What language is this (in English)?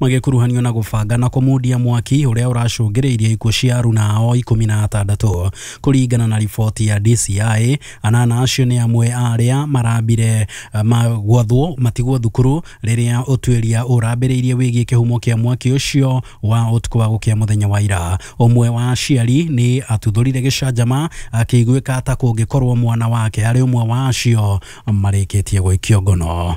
Kikuyu